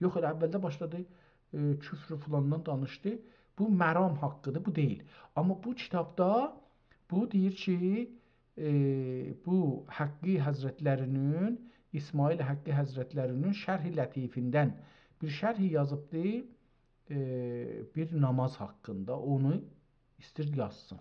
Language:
South Azerbaijani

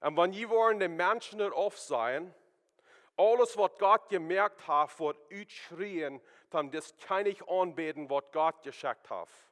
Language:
Plautdietsch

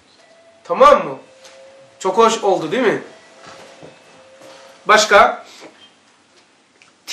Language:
Turkish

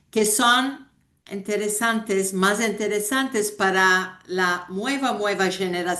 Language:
Ladino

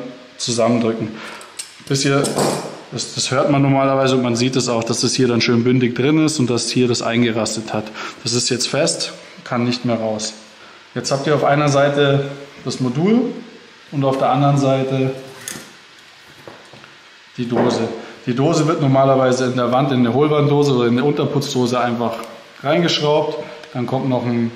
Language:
German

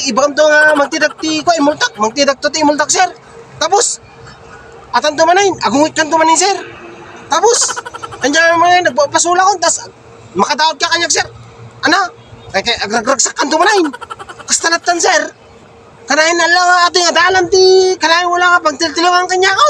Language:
Iloko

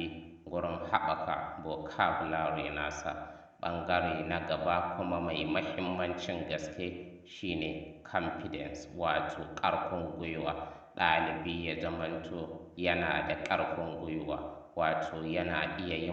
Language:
Hausa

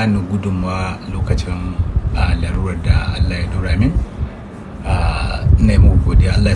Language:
Hausa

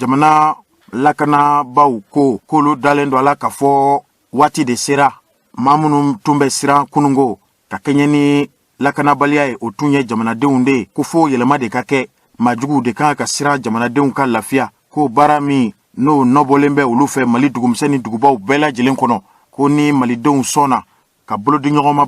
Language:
Bambara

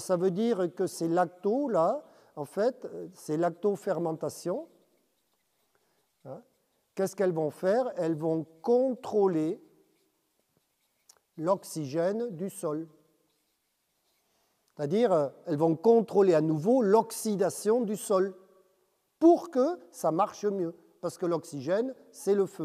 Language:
French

